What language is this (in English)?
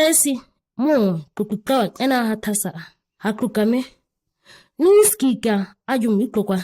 ǁGana